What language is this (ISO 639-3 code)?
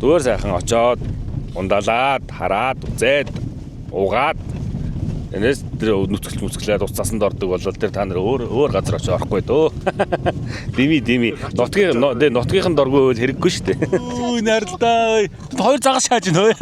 mon